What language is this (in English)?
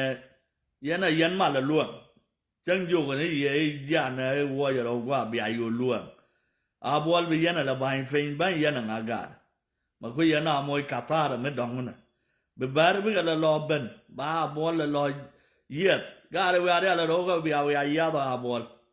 Nuer